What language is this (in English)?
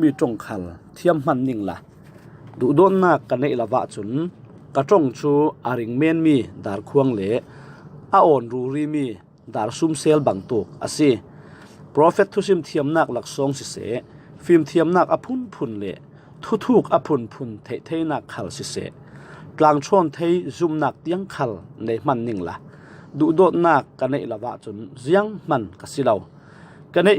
Falam Chin